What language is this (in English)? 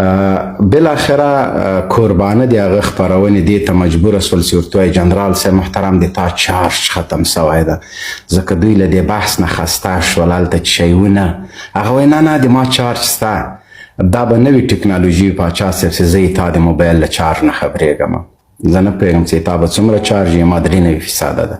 Pashto